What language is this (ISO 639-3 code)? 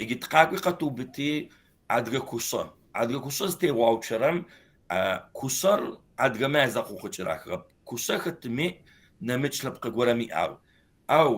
kbd